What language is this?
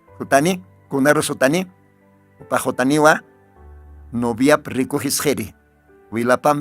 Aymara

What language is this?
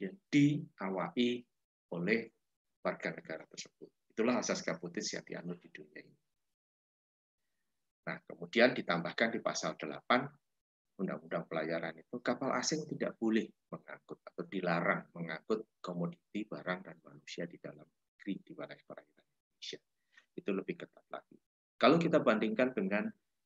Indonesian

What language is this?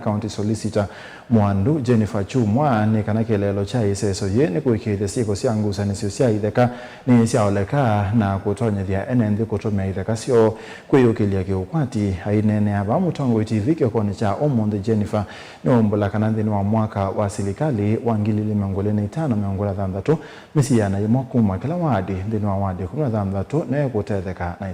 Kamba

